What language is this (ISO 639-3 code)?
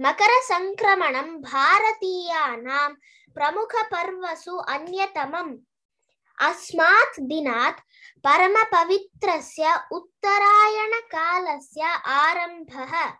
san